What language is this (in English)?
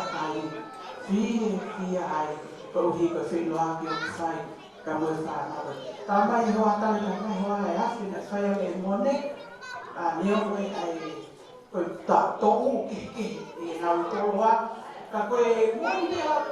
Tongan